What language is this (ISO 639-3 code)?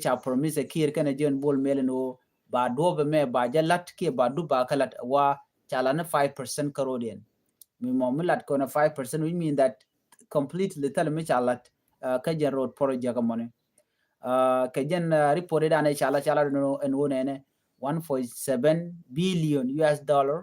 nus